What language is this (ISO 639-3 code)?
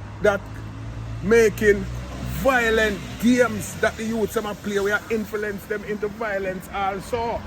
jam